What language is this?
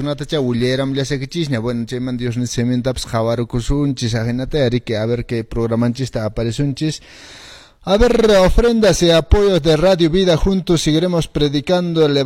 Quechua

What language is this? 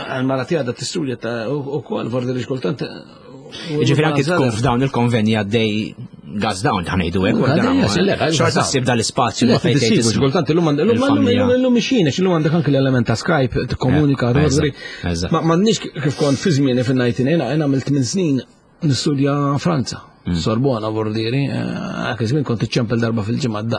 Maltese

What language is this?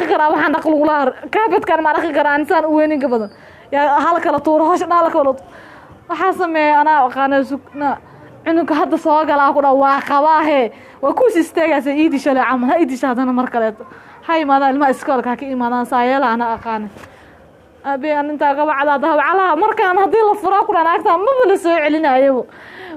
Somali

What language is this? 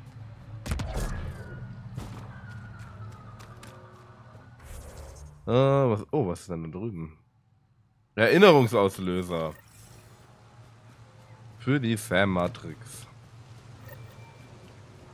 German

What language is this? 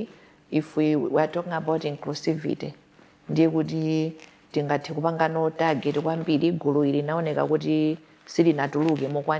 Nyanja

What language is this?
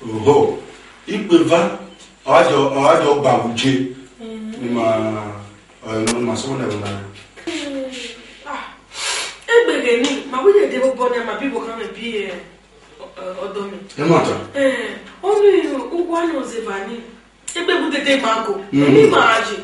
Esan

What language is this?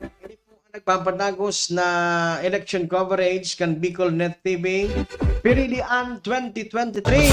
Bikol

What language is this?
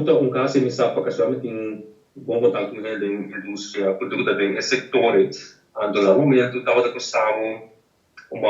Papiamento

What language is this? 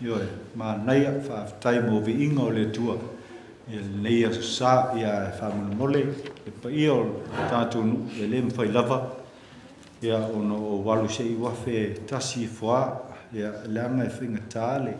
Samoan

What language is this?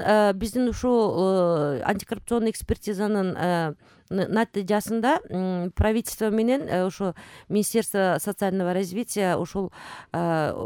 Kyrgyz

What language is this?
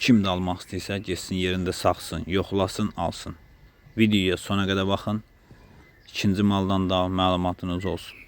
Azerbaijani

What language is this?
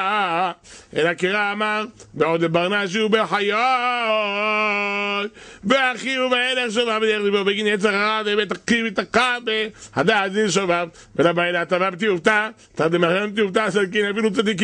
Hebrew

